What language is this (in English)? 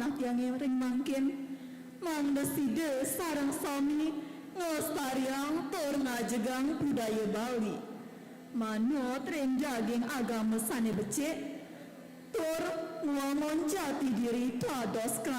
Balinese